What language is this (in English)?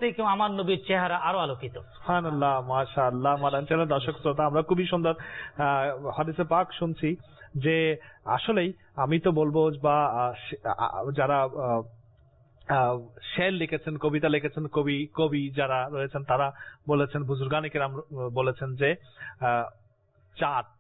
Bangla